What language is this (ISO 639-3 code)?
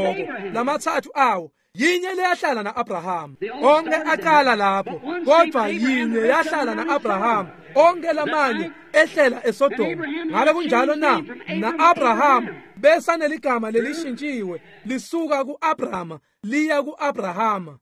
ssw